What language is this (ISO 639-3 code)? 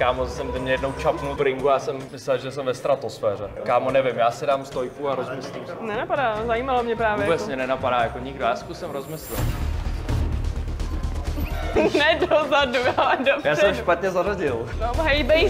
ces